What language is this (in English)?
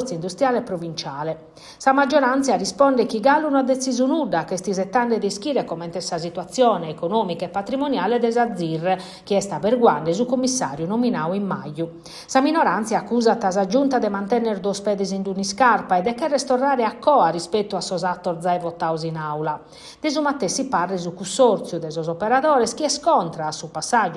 Sardinian